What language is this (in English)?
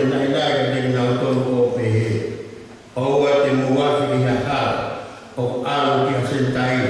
Tongan